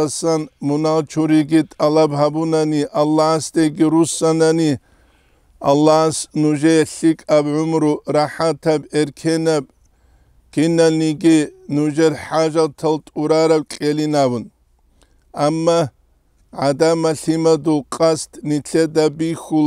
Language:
Avaric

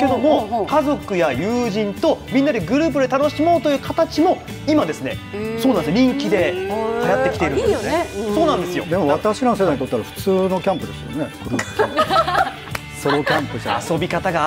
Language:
Japanese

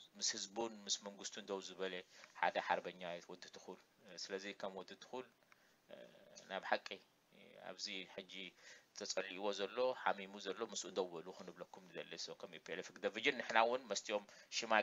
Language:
Tigrinya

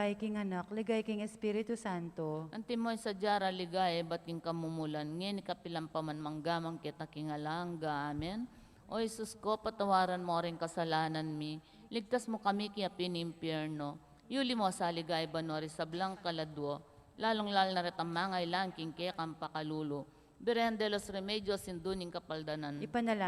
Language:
Pampanga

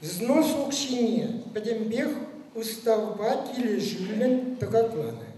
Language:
Chuvash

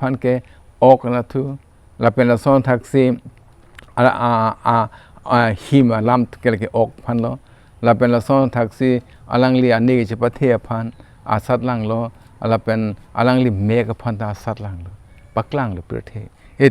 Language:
Karbi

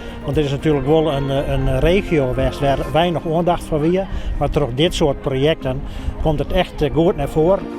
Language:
Western Frisian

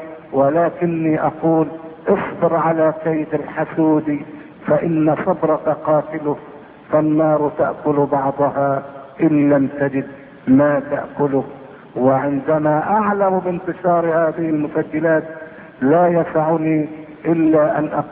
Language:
Arabic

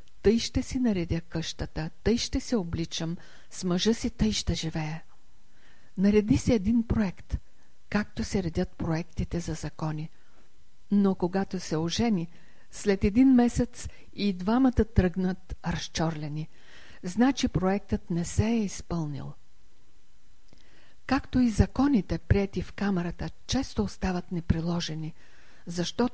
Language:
Bulgarian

